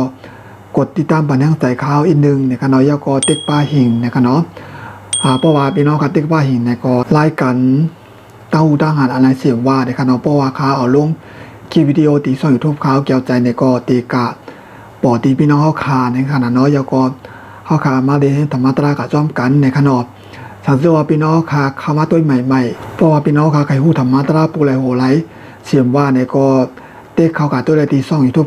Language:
Shan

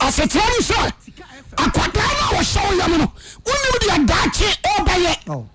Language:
Akan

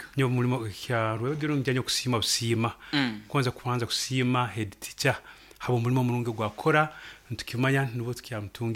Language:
Nyoro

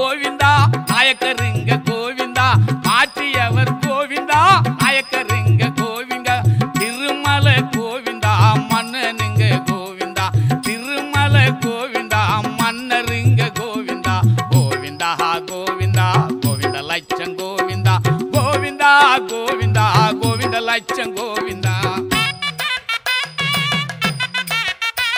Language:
Tamil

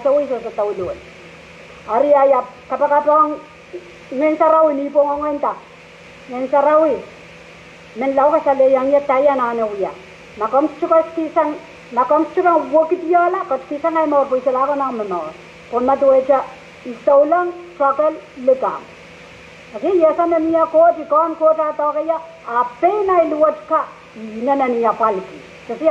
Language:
Pohnpeian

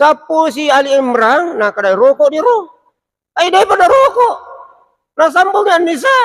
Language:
Buginese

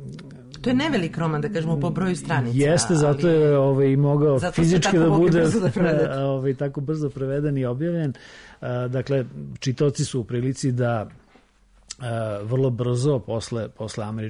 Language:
Serbian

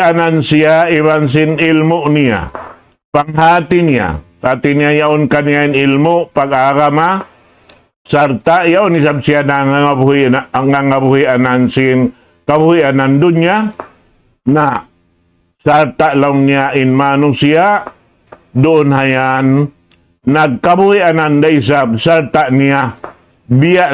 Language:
Tausug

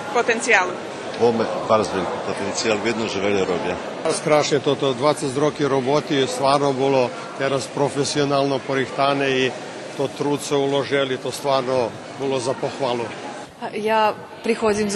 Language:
Rusyn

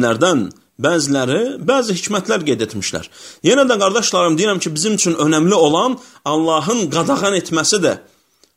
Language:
Azerbaijani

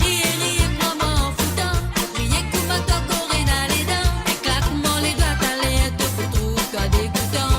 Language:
Morisyen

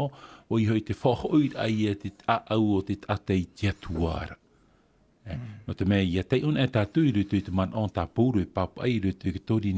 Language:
Tahitian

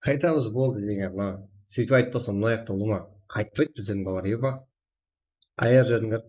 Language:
Kara-Kalpak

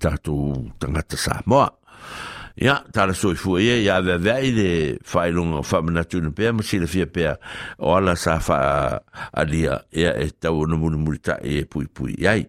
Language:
Samoan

